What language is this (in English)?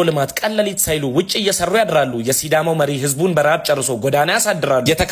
Amharic